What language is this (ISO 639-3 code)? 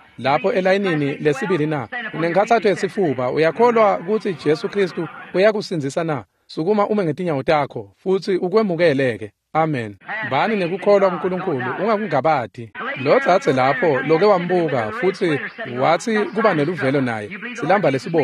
ssw